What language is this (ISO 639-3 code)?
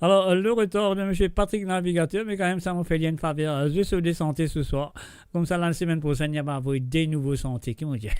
mfe